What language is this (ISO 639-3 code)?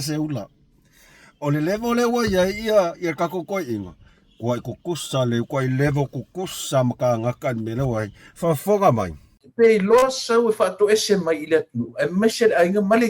smo